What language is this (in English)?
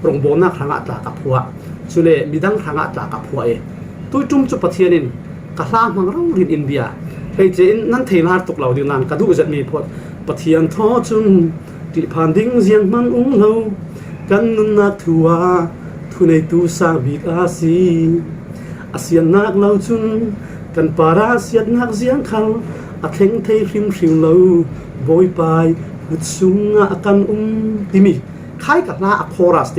Falam Chin